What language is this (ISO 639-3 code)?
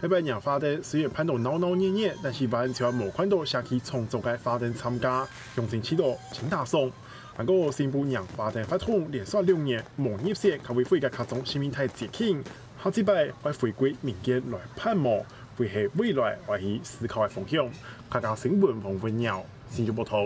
hak